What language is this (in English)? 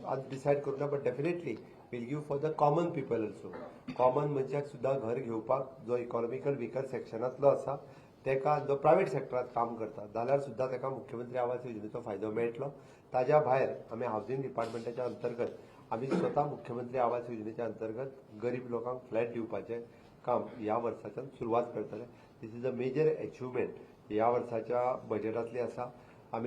Konkani